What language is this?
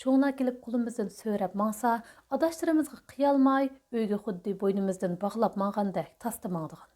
Uyghur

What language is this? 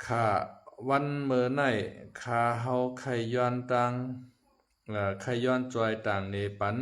Shan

